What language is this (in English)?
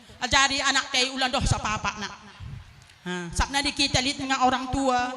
Batak Karo